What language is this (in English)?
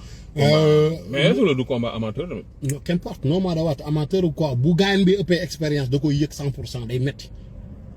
Wolof